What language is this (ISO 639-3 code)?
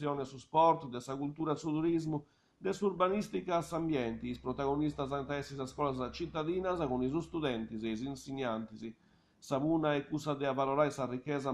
srd